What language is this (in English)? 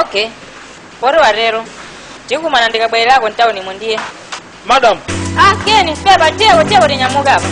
Nyanja